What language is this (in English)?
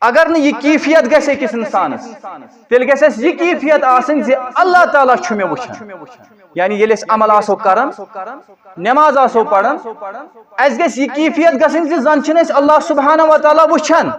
Kashmiri